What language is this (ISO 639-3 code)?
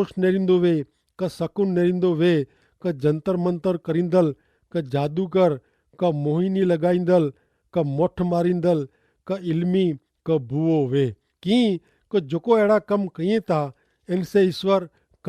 kfr